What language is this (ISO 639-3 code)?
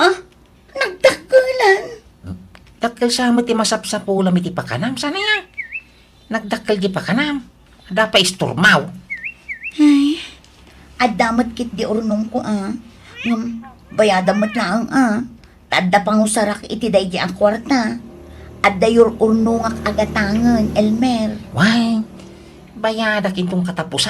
ilo